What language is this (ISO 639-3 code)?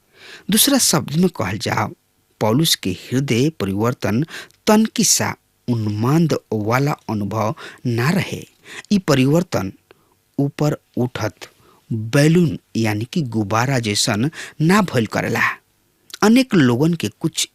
bho